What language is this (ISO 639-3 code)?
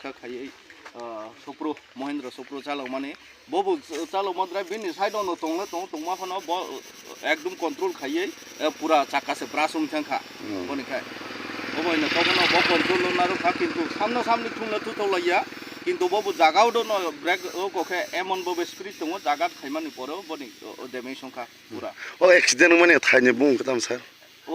trp